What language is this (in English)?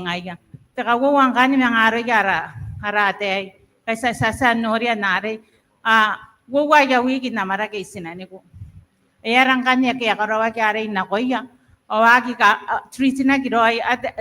Gilbertese